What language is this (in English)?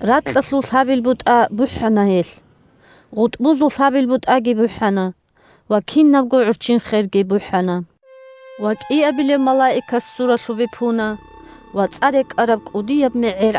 Avaric